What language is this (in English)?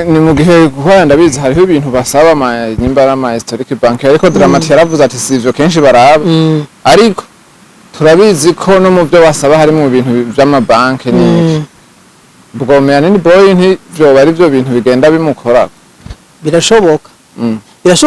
Rundi